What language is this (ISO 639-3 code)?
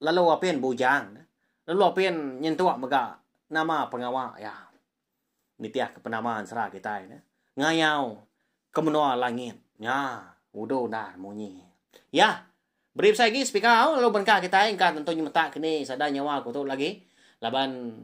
iba